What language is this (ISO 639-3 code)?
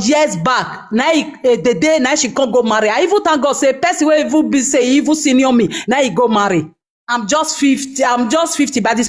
pcm